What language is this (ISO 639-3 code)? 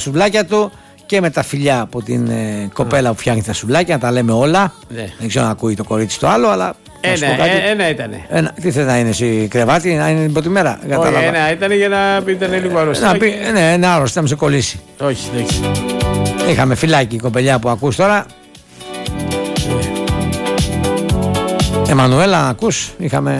ell